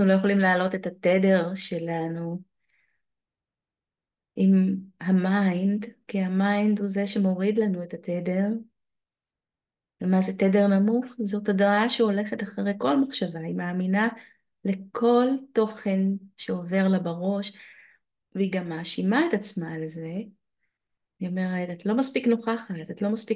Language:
Hebrew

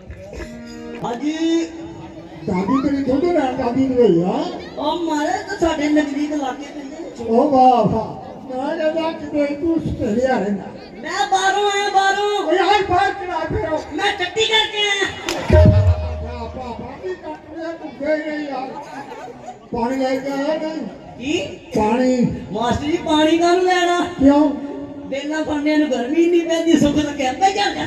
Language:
Punjabi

